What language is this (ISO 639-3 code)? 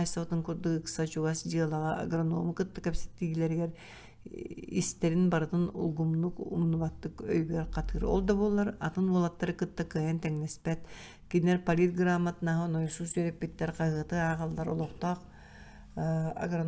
sah